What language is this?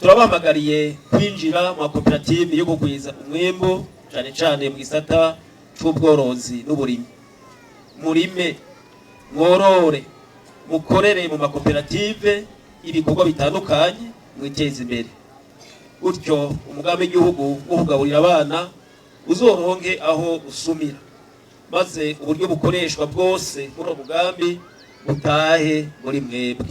Rundi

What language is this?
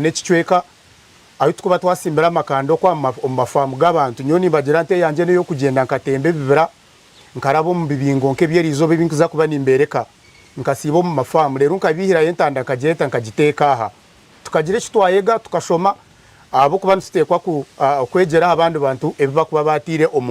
Nyankole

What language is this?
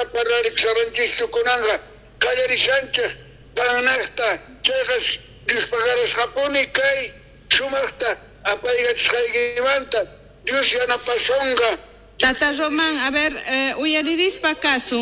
South Bolivian Quechua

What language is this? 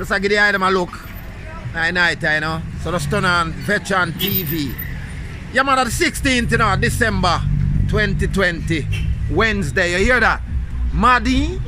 Jamaican Creole English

